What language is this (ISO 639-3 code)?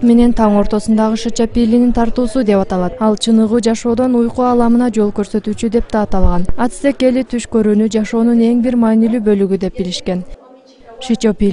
kir